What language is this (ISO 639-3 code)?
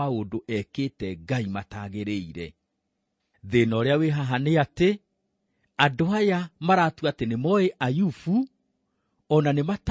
kik